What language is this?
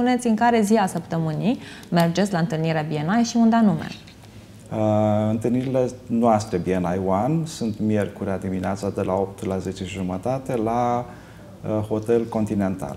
Romanian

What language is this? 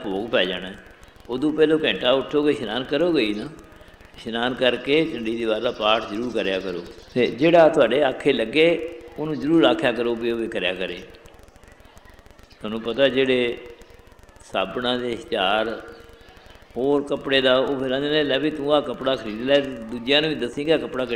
Punjabi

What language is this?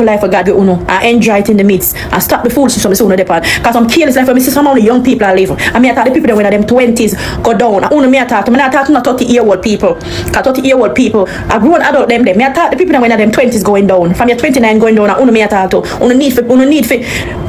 Jamaican Creole English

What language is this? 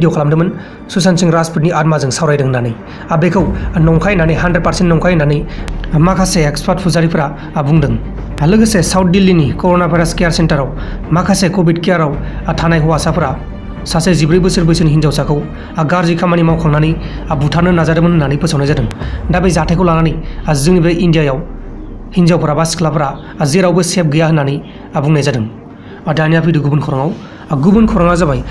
Bodo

